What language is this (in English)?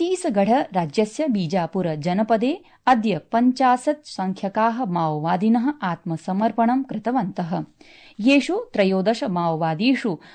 Sanskrit